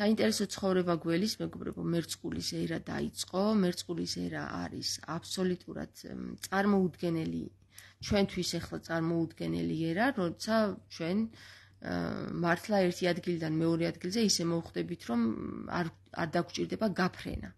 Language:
Georgian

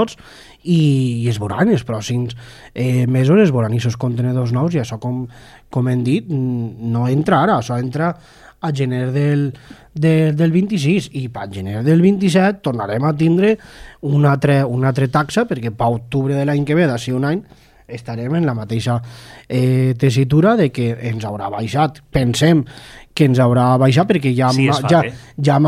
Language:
Catalan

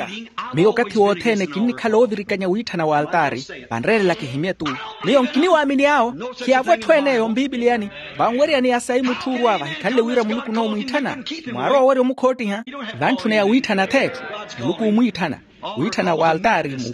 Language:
Makhuwa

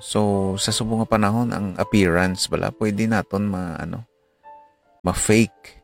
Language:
Hiligaynon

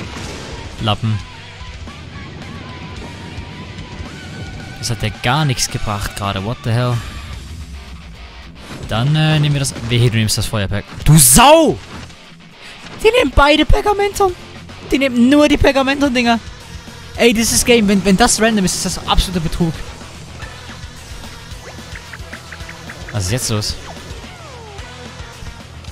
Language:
German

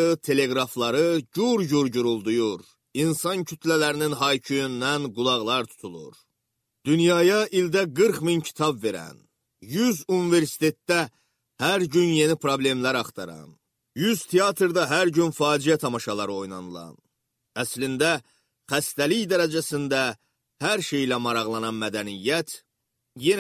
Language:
Azerbaijani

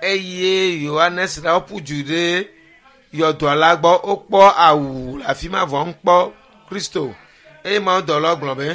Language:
Ewe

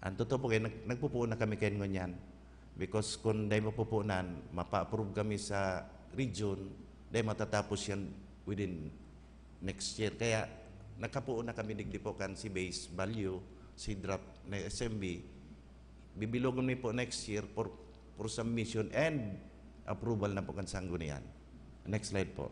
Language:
Bikol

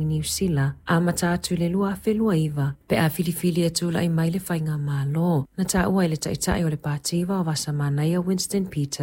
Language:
Samoan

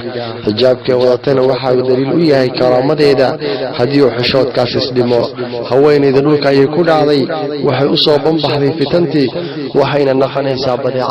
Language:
Somali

